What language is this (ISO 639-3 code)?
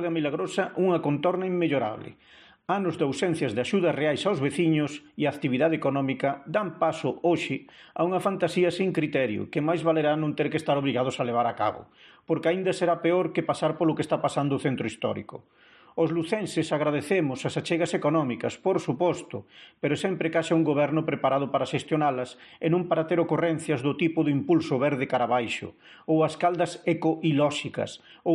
glg